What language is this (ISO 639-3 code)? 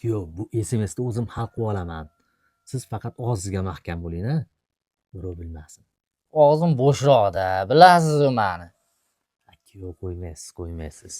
uzb